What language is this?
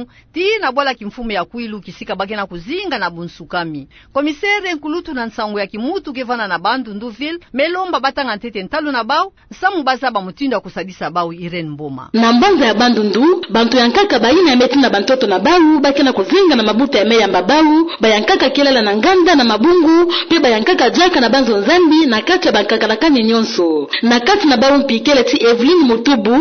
Kituba (Democratic Republic of Congo)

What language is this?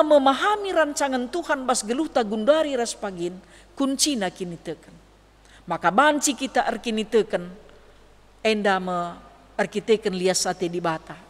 Batak Karo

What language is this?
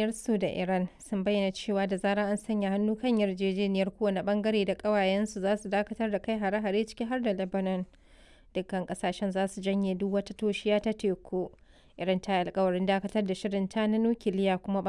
Hausa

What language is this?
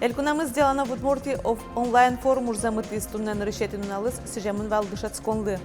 Udmurt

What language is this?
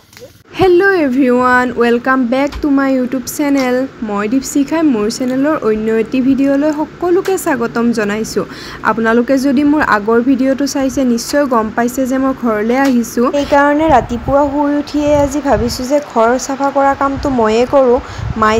Assamese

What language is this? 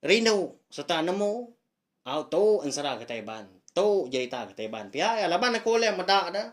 Iban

